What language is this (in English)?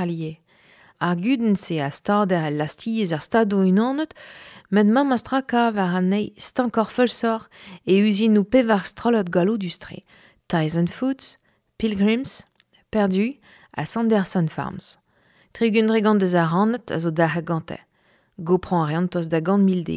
Breton